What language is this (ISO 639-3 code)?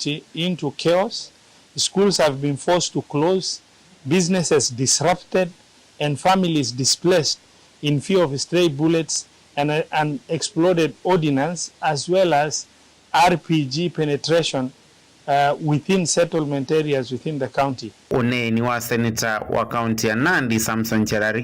kam